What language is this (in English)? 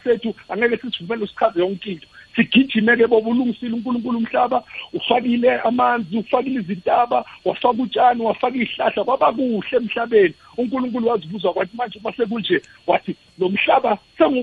South Ndebele